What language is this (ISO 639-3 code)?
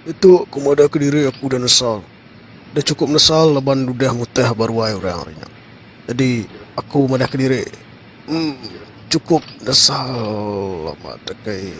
iba